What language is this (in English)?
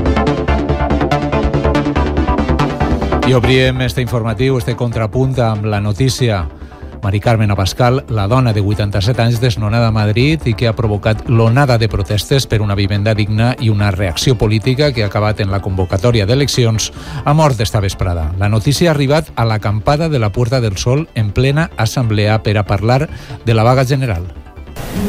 Catalan